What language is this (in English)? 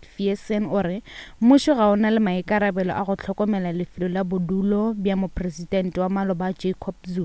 Northern Sotho